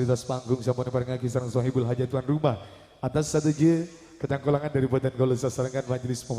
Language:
Madurese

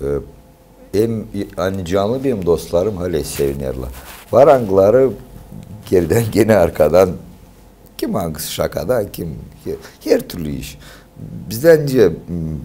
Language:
Gagauz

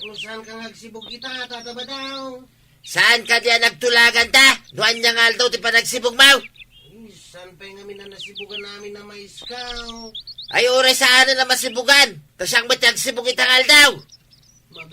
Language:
Iloko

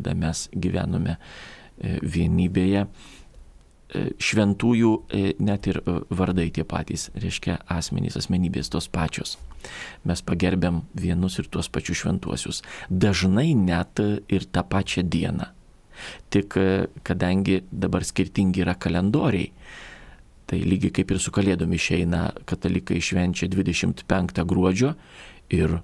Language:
Lithuanian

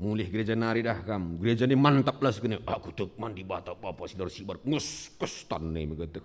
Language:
Batak Karo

